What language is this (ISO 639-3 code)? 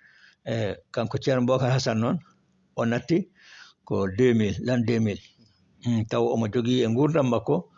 ful